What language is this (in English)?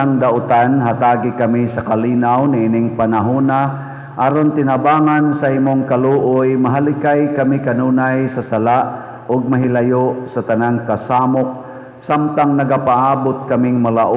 Cebuano